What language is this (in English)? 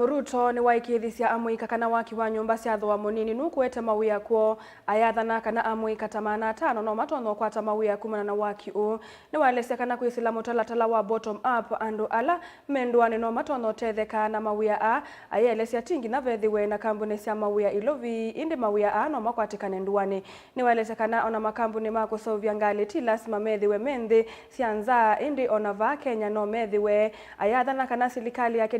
Kamba